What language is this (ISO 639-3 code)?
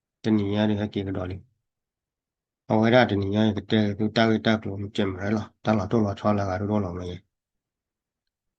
ksw